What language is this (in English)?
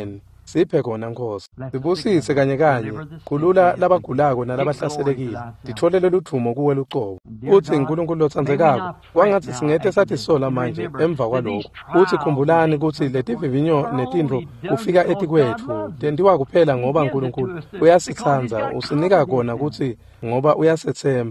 Swati